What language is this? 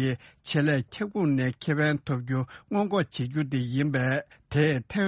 Tibetan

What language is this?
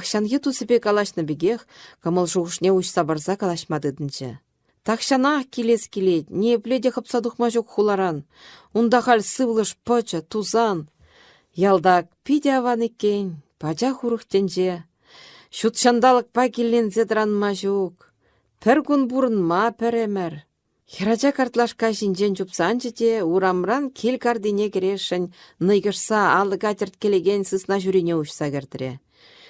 Chuvash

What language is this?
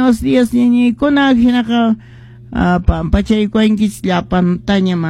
Quechua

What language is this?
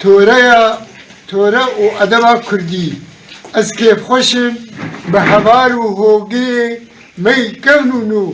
Kurdish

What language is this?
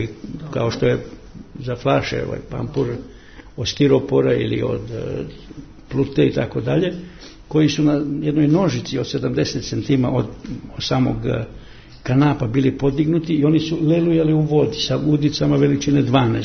Serbian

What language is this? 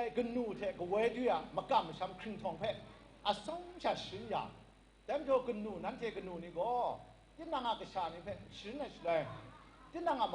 Kachin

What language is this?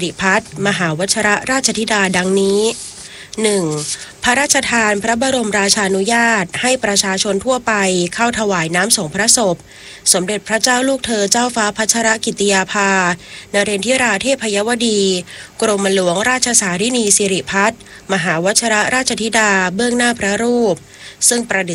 Thai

